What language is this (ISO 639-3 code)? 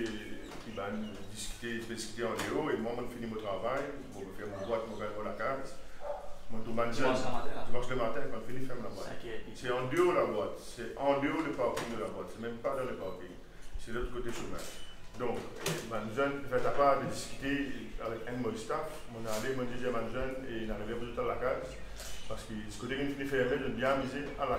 mfe